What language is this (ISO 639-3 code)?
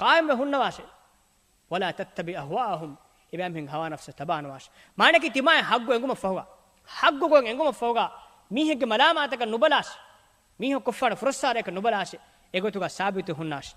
div